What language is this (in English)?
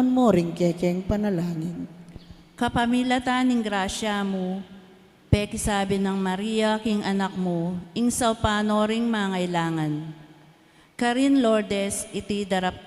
Pampanga